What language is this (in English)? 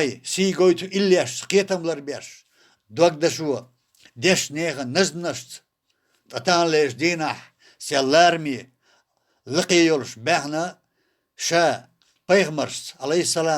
Chechen